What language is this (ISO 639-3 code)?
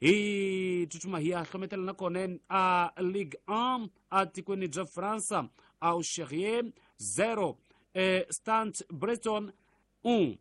tso